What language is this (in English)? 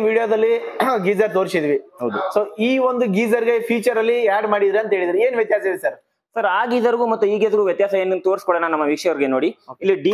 Kannada